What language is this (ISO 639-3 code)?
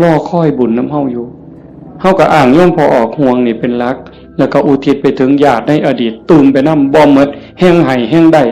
tts